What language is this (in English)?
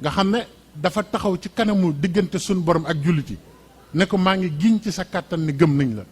Wolof